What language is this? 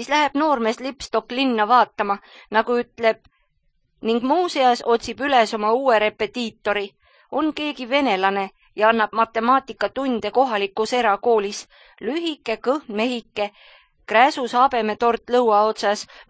Estonian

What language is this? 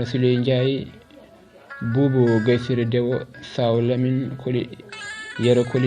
Fula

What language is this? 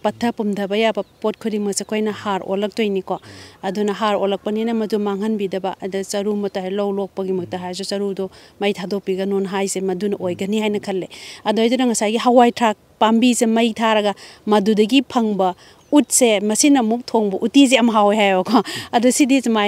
Manipuri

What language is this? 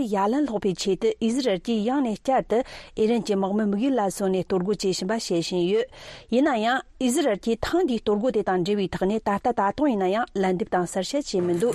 Tibetan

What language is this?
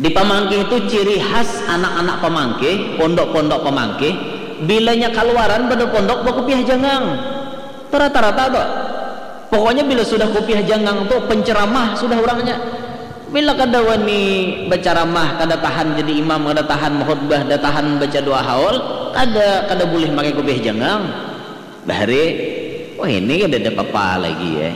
Banjar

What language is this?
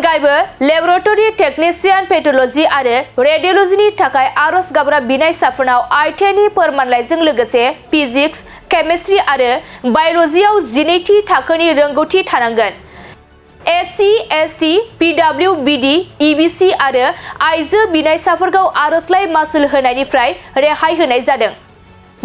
Bodo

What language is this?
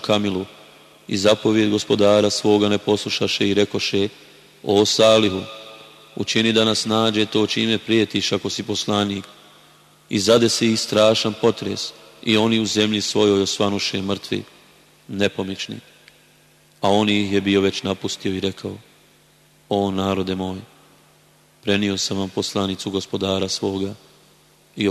Bosnian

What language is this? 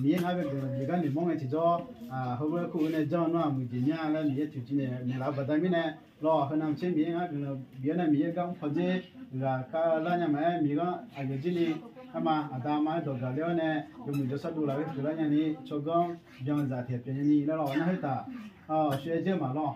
Akha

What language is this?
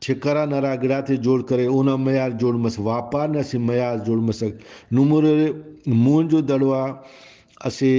Brahui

